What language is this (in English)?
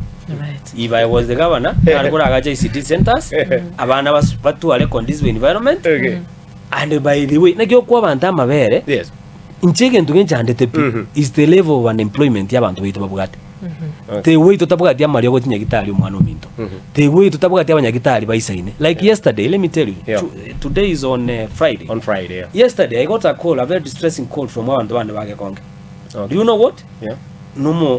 Gusii